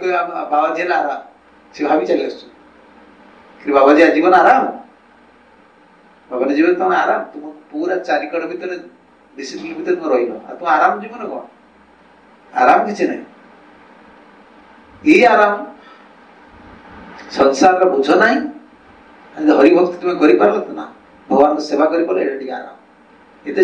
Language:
Odia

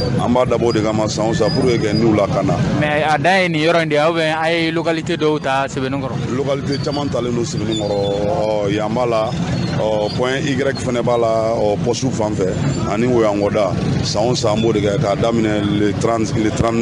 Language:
Bambara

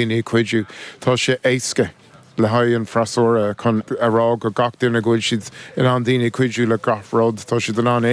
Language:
Irish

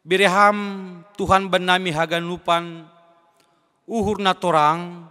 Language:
Batak Simalungun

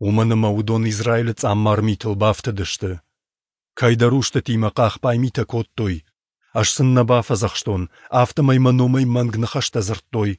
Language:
Ossetic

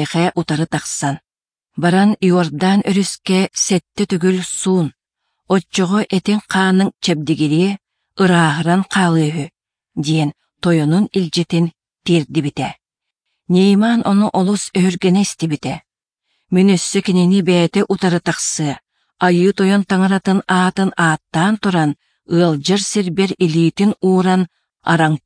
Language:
Yakut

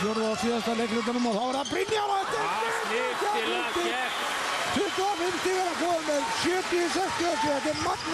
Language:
Icelandic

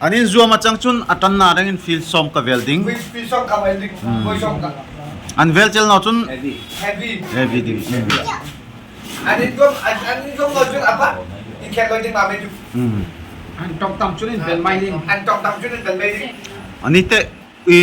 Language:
Darlong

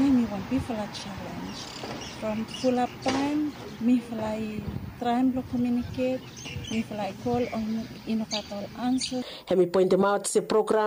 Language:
Bislama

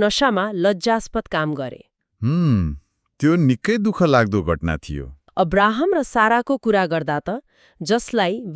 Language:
Nepali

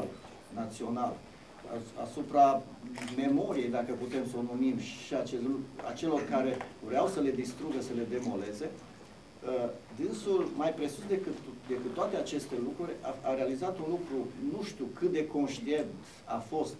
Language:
Romanian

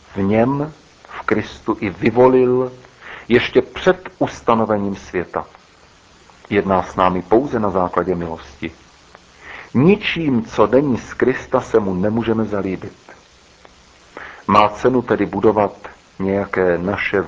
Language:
Czech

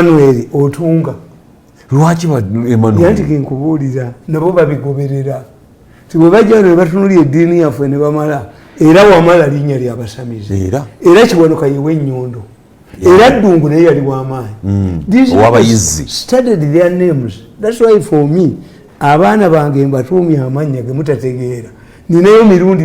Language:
Ganda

